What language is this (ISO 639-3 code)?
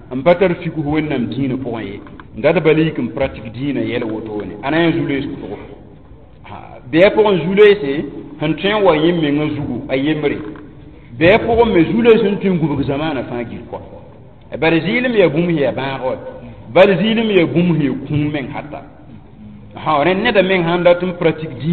mos